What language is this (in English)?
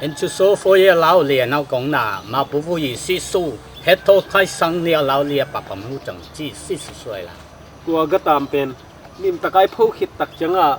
Tedim Chin